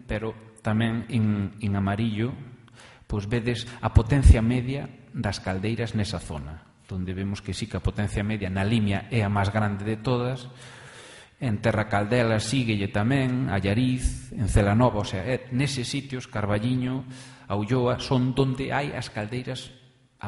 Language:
Galician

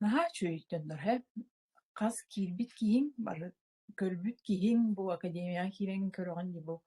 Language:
Yakut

